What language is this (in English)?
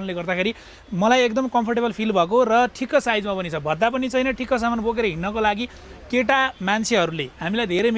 Nepali